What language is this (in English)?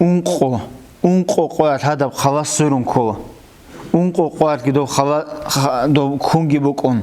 Avaric